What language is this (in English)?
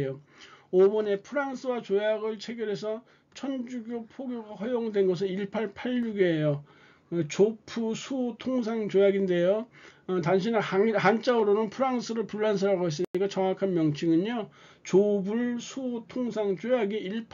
Korean